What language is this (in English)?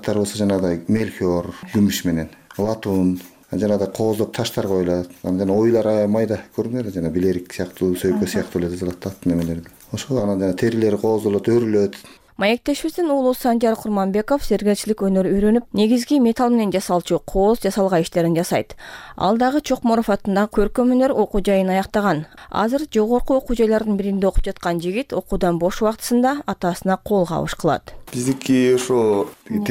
Kyrgyz